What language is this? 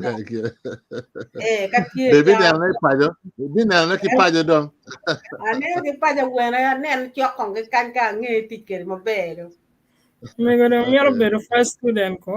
Acoli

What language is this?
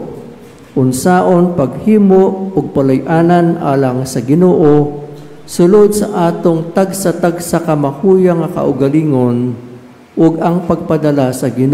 Cebuano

